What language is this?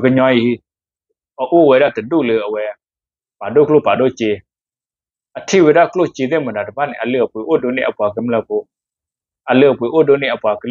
S'gaw Karen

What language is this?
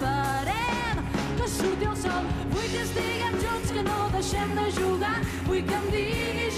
Catalan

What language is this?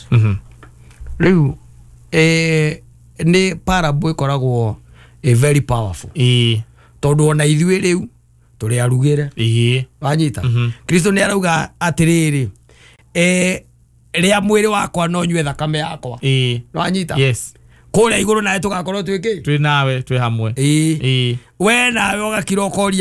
Kikuyu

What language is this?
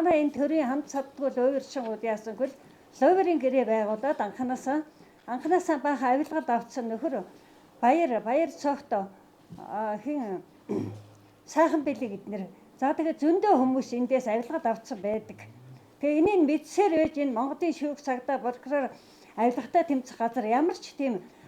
Mongolian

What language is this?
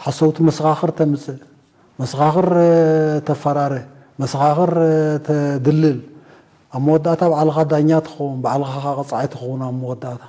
Tigrinya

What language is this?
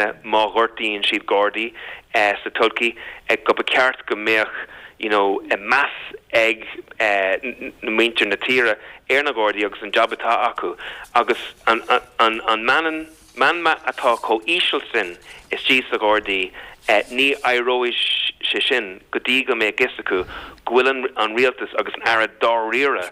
Irish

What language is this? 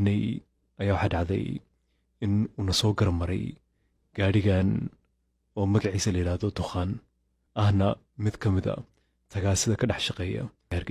Somali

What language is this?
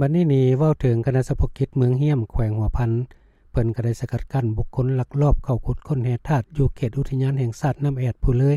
Lao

